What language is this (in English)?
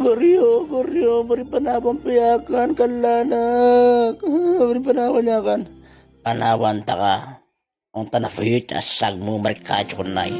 Itawit